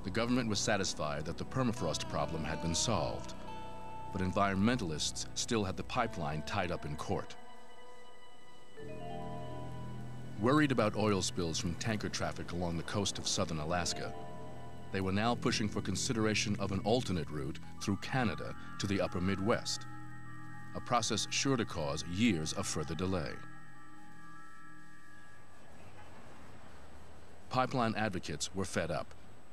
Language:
English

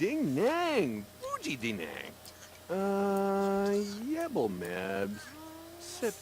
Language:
Bavarian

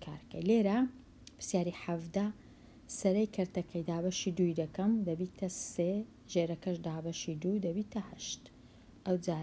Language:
Central Kurdish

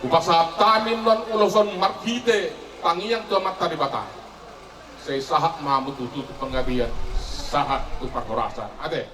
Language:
Batak Toba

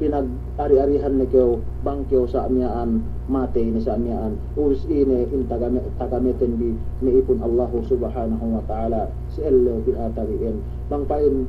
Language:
Yakan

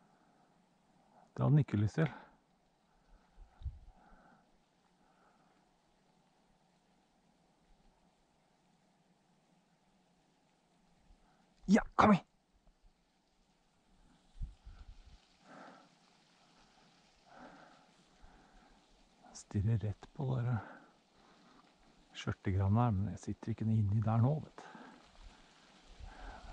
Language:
Norwegian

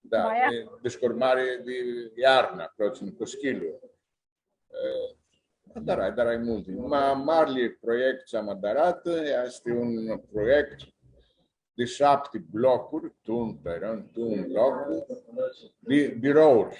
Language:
Aromanian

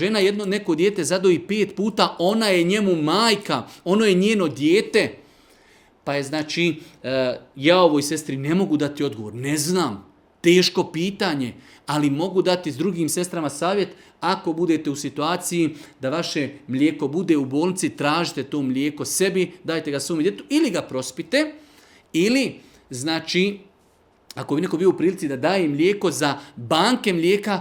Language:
Bosnian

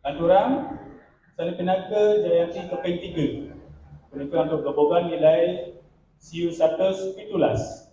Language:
Balinese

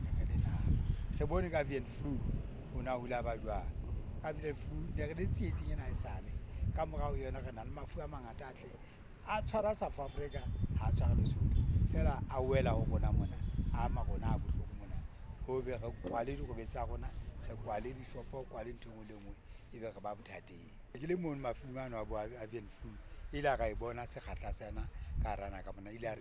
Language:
Southern Sotho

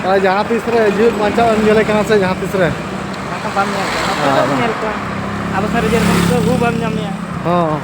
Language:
Santali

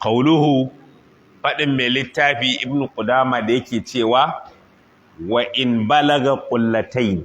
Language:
Hausa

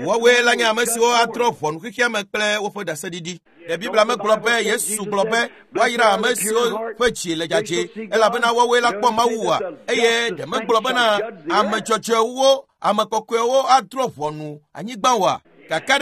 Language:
Ewe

